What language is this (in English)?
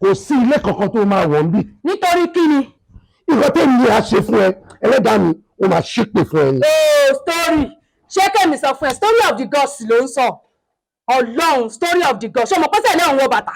Yoruba